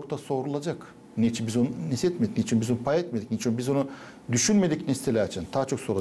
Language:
Gagauz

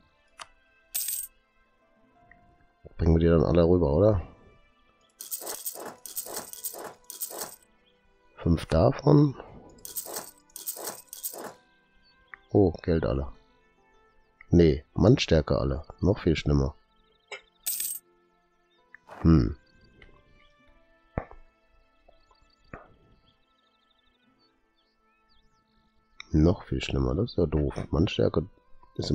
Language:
German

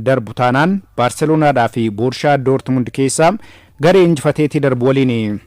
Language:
Oromo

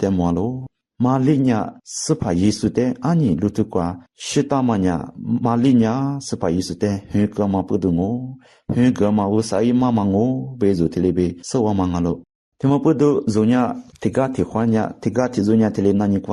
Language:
Lisu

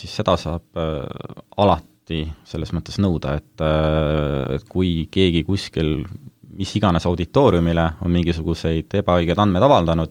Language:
Estonian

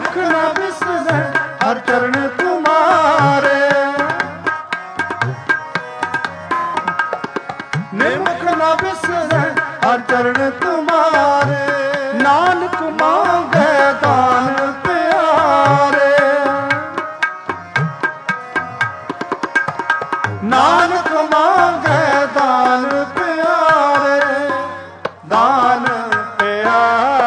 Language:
Punjabi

